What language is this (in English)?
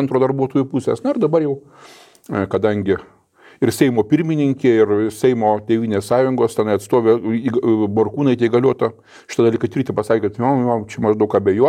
Lithuanian